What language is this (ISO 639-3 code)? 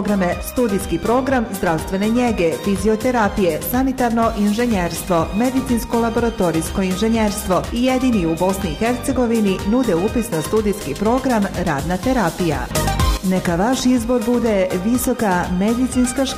bos